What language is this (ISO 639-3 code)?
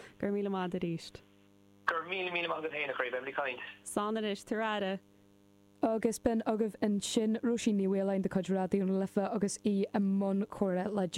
gle